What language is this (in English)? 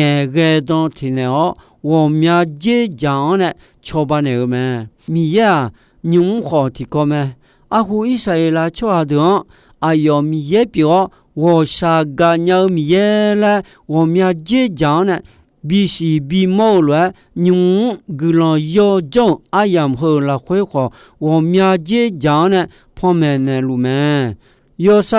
Akha